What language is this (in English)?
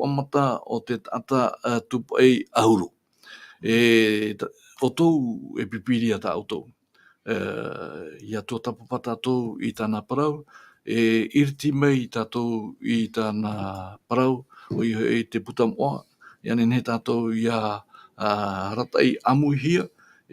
Tahitian